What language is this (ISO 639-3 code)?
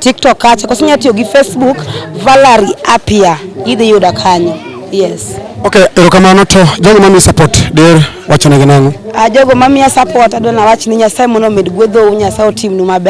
luo